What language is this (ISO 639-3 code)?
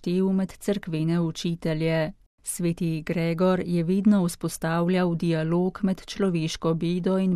slv